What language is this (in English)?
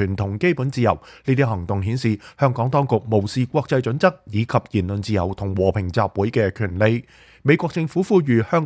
Cantonese